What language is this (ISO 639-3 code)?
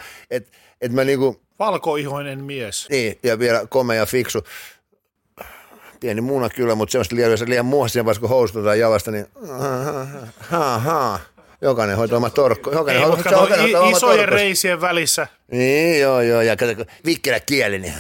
fin